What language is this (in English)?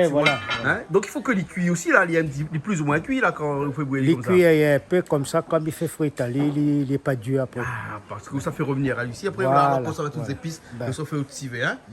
Réunion Creole French